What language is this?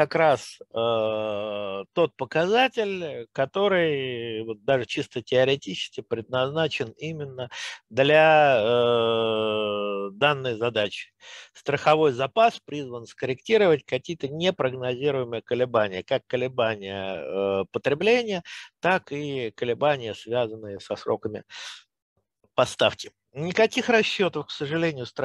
Russian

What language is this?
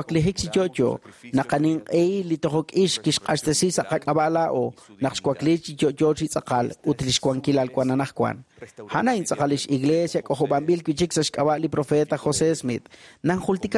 Kekchí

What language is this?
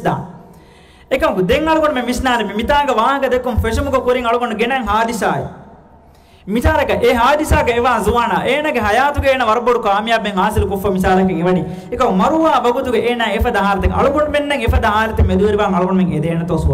Divehi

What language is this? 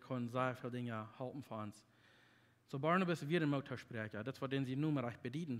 Plautdietsch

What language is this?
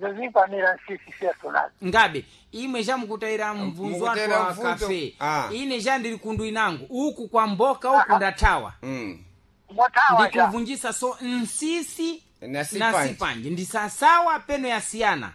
Sena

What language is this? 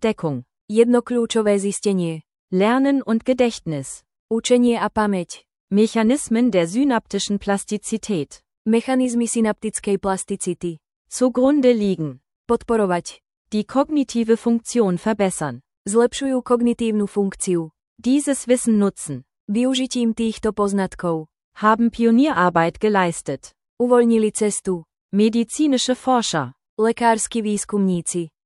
Slovak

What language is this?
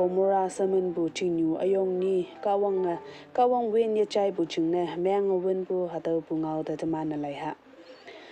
Konyak Naga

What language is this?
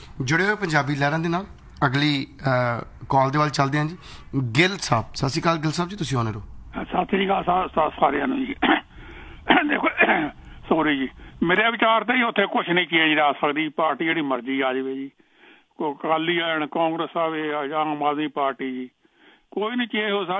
Punjabi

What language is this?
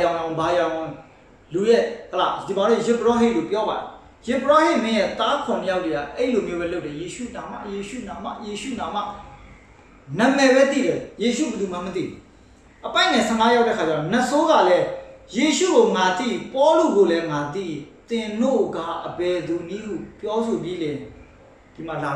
Burmese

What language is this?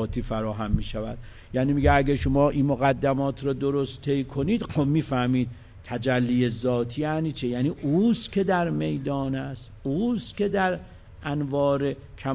Persian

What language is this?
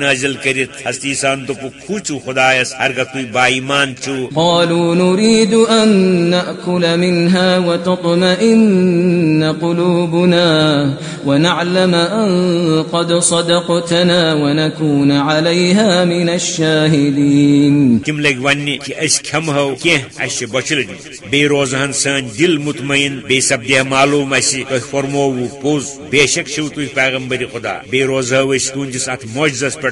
Kashmiri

